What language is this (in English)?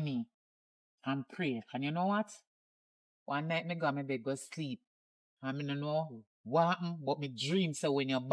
Jamaican Creole English